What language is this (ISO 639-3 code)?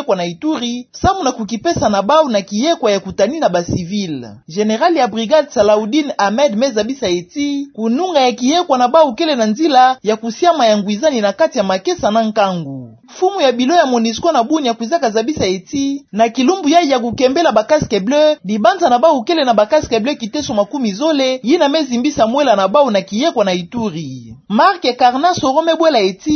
ktu